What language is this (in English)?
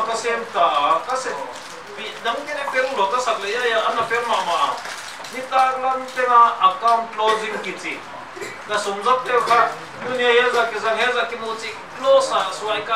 Paite Chin